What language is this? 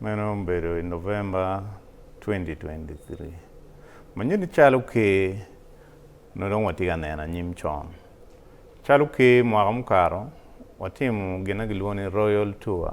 Acoli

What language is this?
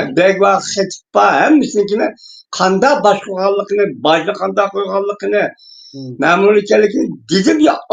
Uyghur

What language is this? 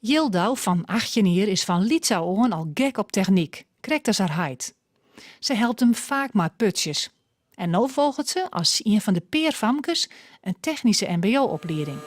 Western Frisian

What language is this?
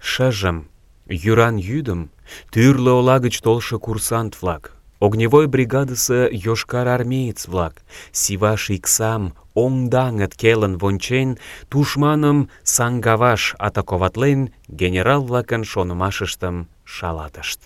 Mari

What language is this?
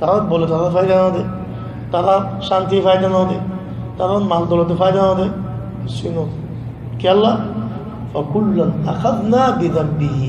Rohingya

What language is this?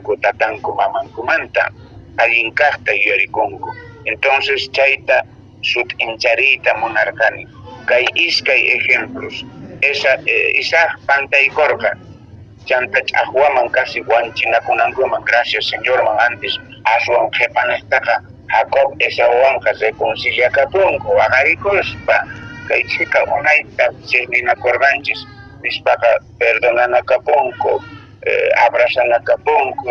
Quechua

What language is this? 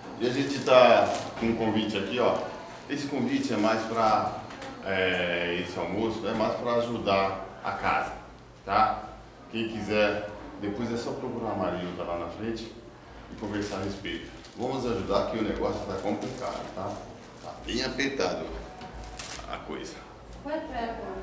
Portuguese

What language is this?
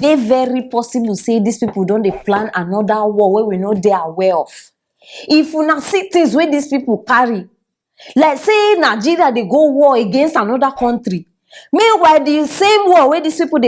Nigerian Pidgin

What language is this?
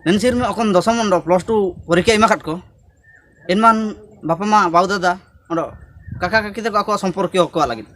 Ho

